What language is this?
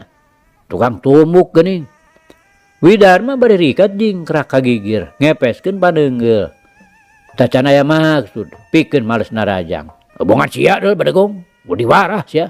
Sundanese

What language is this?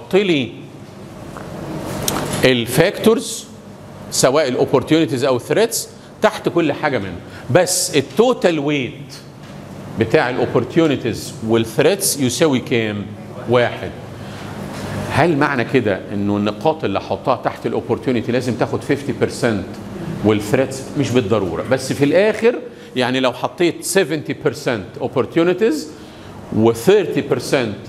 Egyptian Arabic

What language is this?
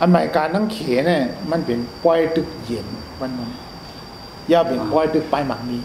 Shan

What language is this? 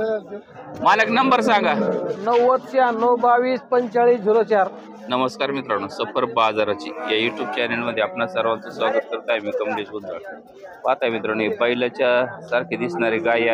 Marathi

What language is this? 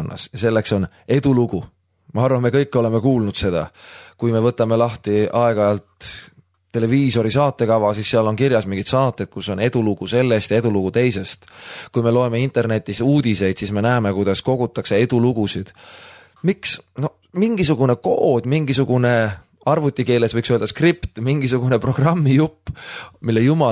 Estonian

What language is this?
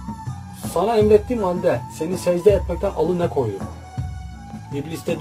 Turkish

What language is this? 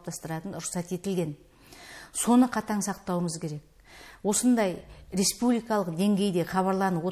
Kazakh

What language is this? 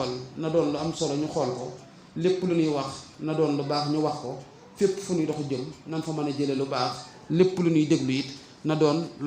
Wolof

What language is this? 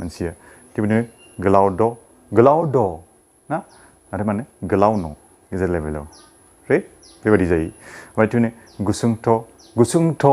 Bodo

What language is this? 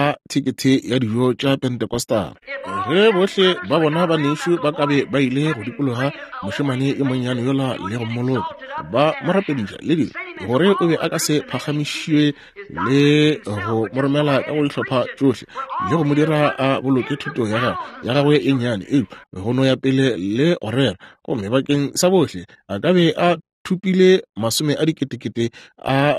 Northern Sotho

